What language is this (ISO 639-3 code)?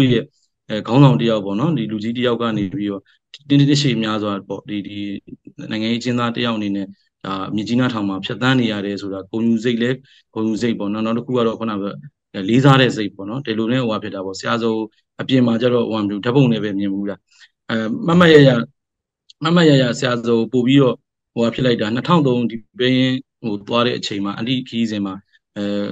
mya